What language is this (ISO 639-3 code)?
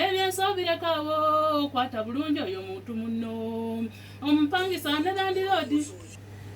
lug